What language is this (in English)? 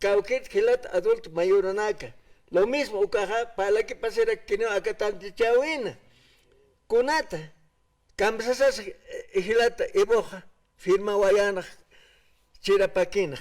Aymara